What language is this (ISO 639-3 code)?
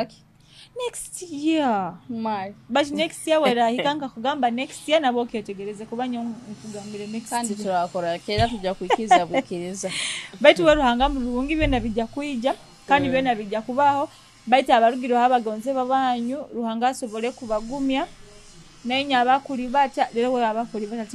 nyo